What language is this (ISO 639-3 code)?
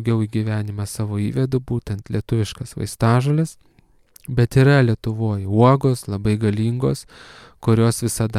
lit